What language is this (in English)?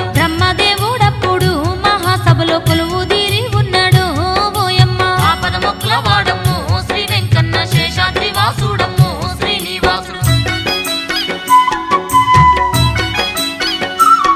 Telugu